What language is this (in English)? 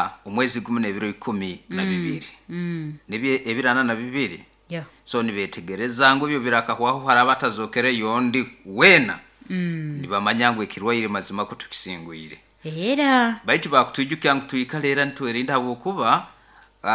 Nyoro